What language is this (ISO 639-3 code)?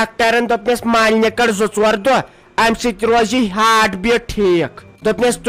kas